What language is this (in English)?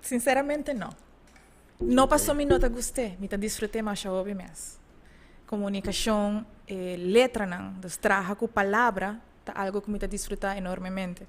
Papiamento